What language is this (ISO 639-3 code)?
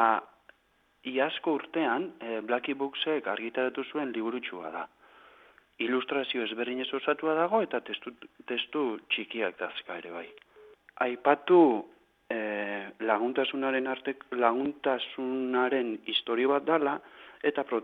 eus